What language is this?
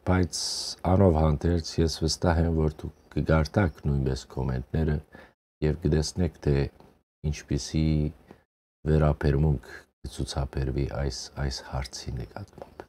Western Armenian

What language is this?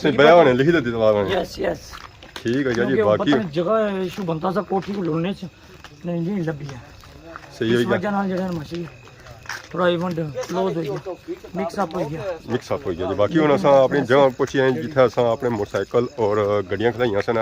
Pahari-Potwari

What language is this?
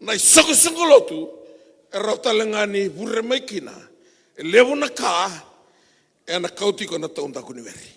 Fijian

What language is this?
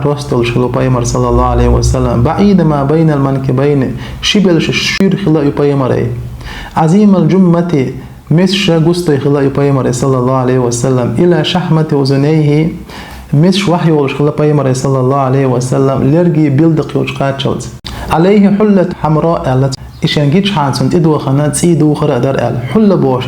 Chechen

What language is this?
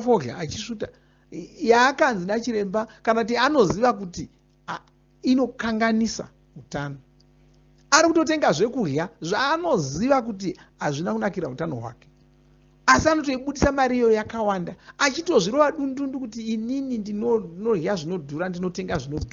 Shona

